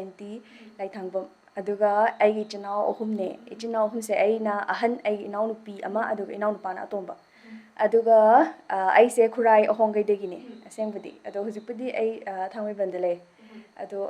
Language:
Manipuri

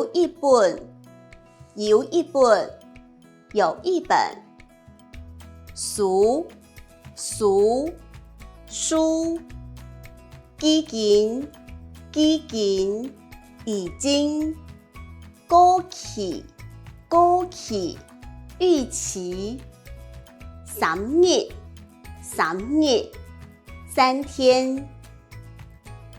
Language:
Hakka Chinese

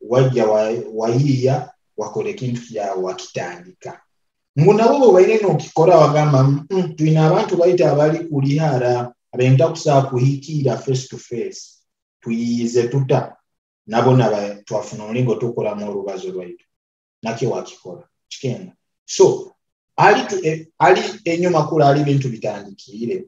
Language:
Nyoro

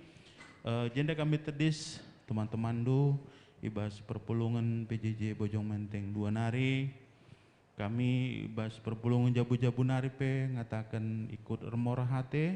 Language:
Batak Karo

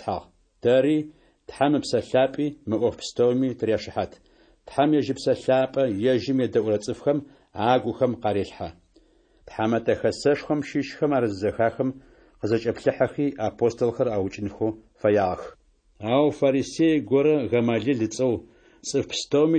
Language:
Adyghe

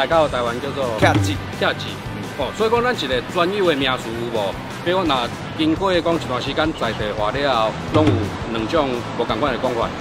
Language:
Min Nan Chinese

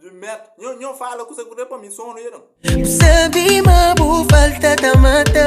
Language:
Kabuverdianu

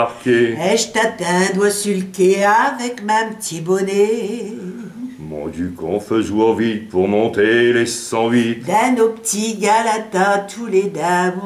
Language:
Picard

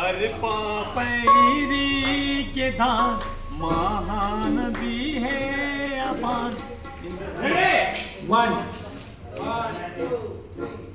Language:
Chhattisgarhi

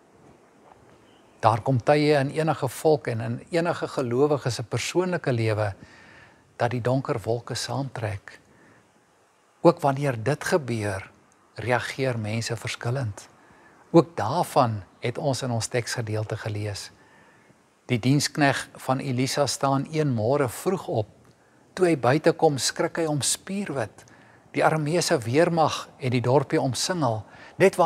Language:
Afrikaans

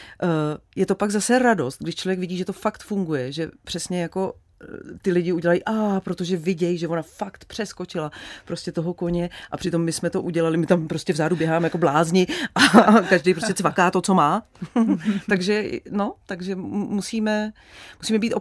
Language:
Czech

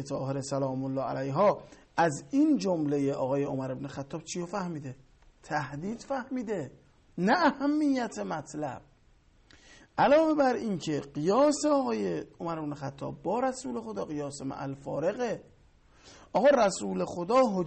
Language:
Persian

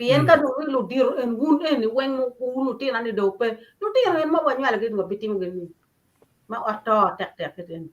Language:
Acoli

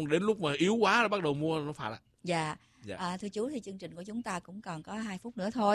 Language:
Vietnamese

